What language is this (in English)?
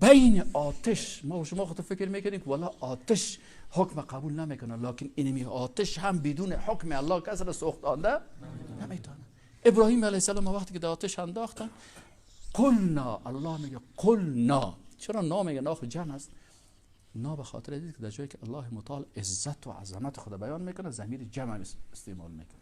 Persian